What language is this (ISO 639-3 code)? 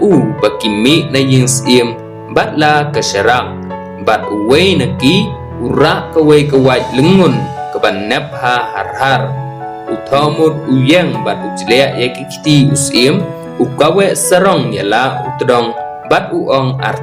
kha